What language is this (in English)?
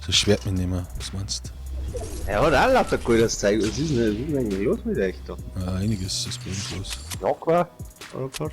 Bavarian